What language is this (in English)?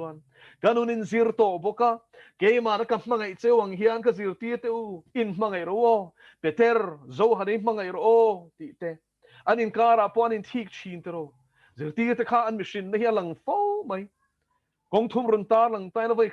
Mizo